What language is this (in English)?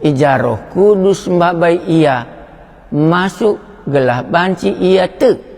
Batak Karo